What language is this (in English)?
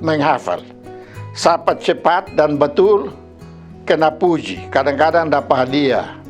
Kupang Malay